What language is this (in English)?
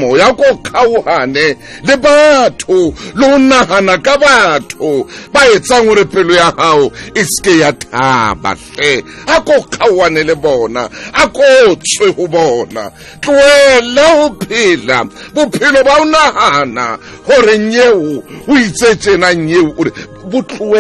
Southern Sotho